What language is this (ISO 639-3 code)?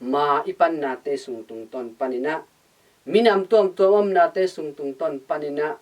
ctd